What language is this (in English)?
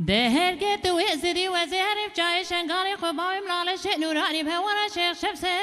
Kurdish